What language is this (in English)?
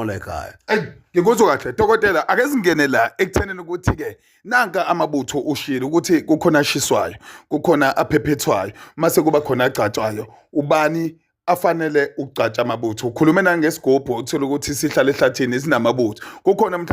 Zulu